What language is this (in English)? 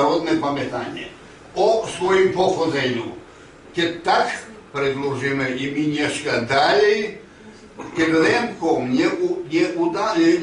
Rusyn